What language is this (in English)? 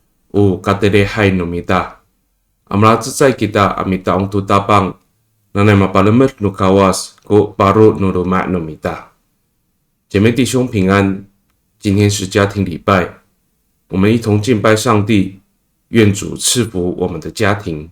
Amis